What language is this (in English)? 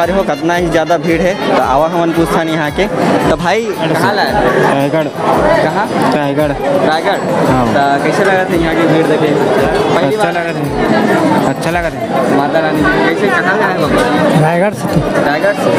Chhattisgarhi